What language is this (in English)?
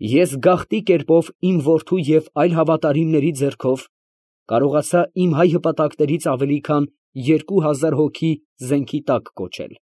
Armenian